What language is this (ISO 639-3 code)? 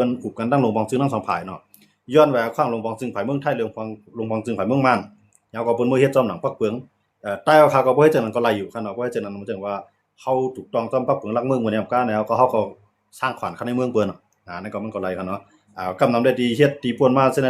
shn